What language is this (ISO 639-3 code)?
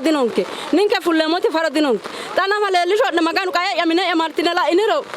sid